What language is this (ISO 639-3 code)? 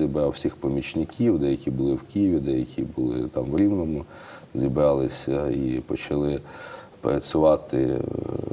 ukr